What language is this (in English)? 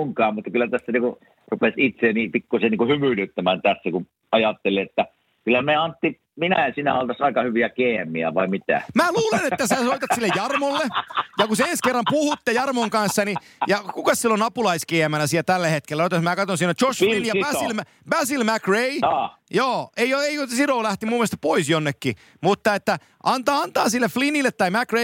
Finnish